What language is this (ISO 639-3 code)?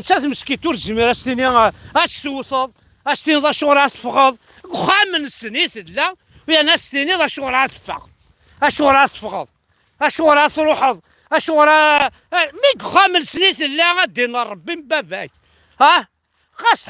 kab